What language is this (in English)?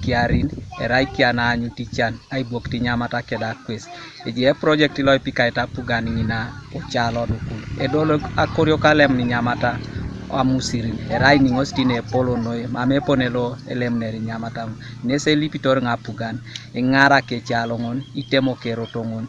Teso